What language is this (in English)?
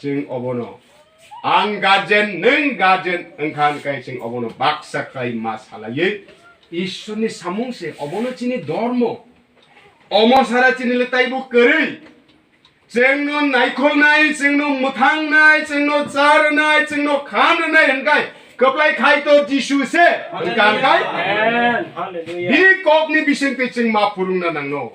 Kok Borok